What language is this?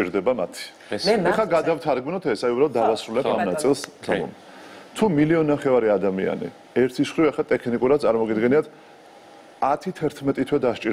Georgian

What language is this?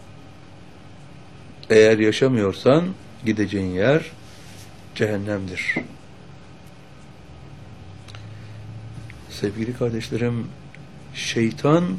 Turkish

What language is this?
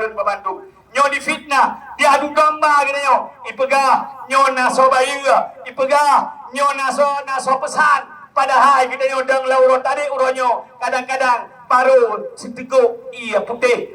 Achinese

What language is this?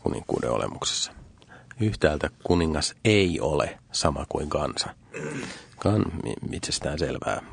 Finnish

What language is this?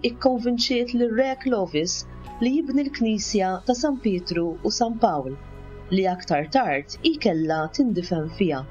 Maltese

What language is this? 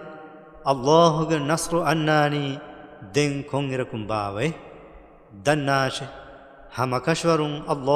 Divehi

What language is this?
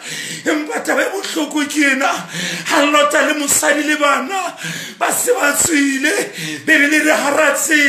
Southern Sotho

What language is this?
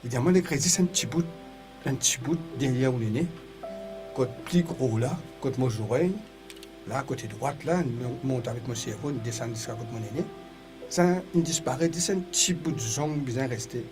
Morisyen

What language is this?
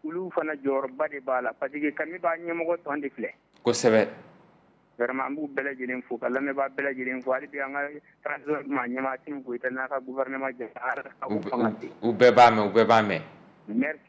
Bambara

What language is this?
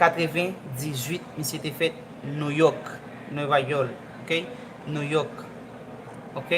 Haitian Creole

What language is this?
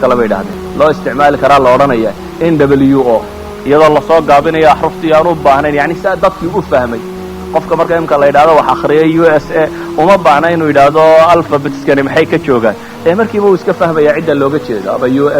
Somali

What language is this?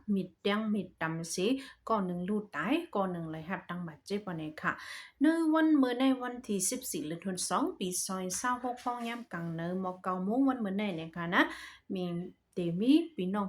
Shan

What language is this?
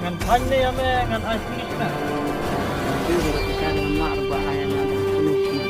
Khasi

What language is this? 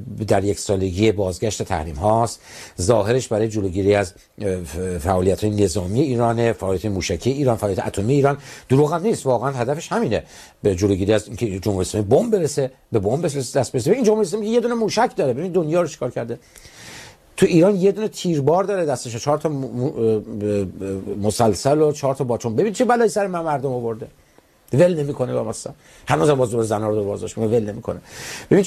Persian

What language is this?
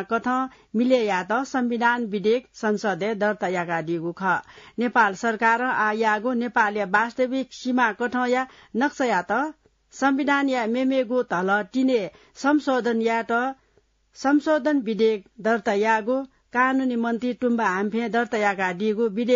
Newari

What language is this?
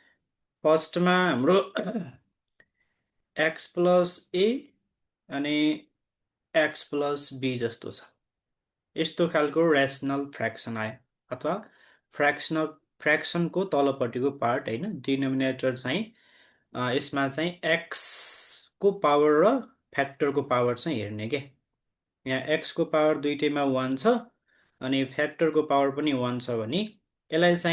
Nepali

